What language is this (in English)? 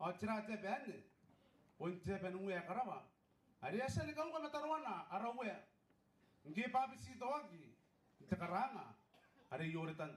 Gilbertese